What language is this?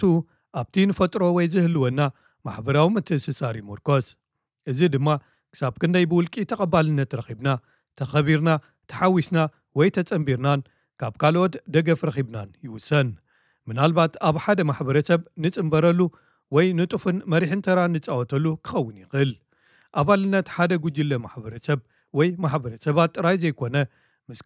Tigrinya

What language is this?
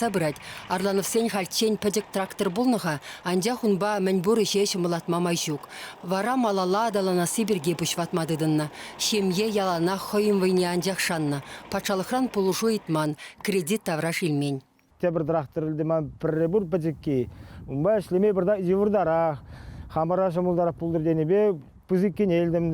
Chuvash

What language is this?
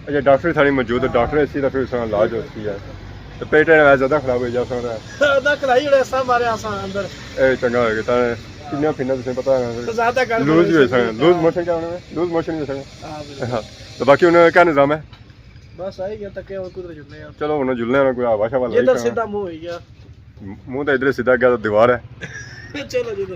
Pahari-Potwari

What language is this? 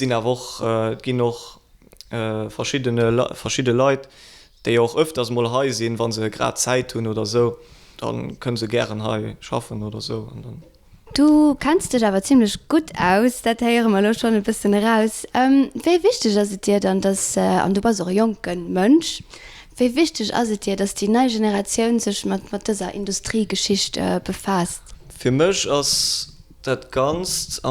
Luxembourgish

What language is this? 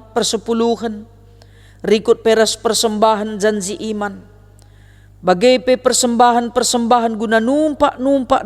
Batak Karo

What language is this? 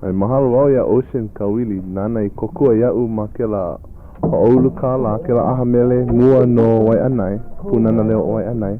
Hawaiian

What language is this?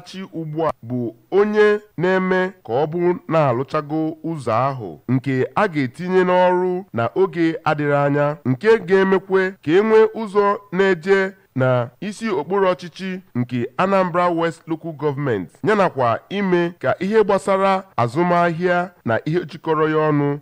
Igbo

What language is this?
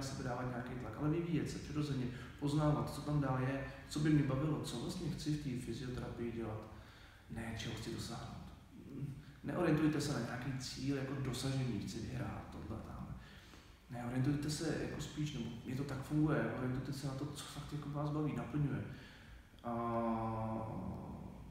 Czech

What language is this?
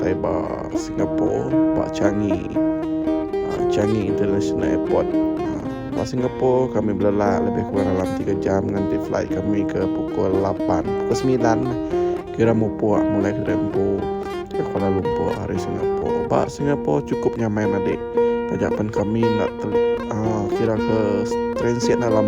Iban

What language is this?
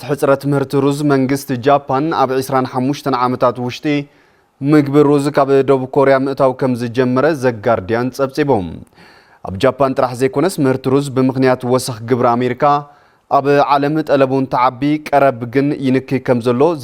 Tigrinya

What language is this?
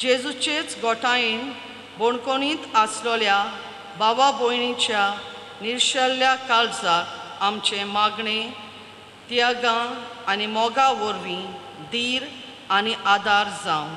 Konkani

